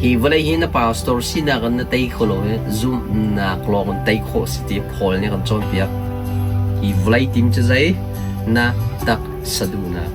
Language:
Hakha Chin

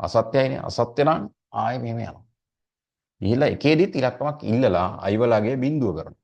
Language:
Sinhala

